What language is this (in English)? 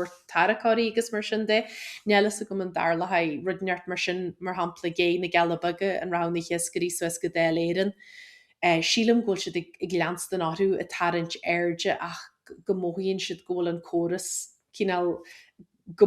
Irish